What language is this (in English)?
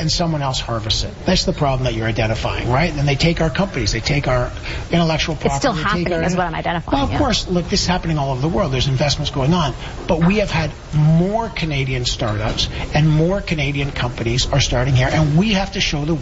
English